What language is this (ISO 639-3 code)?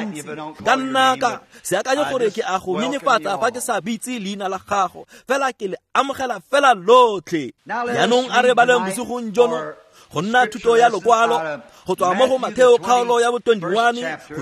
tsn